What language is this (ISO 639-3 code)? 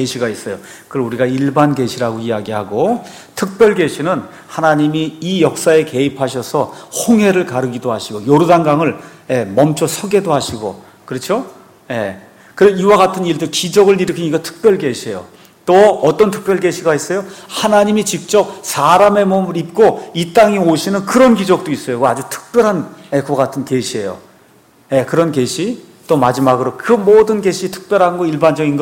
kor